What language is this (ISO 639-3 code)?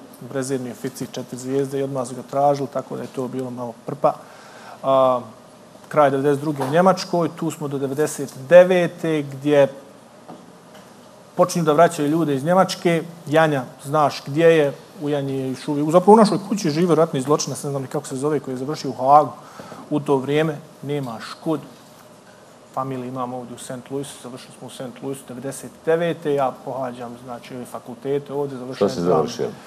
bos